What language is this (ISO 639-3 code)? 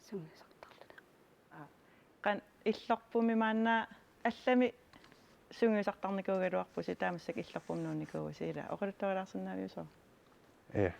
kal